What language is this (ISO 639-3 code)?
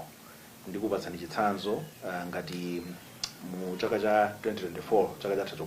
nya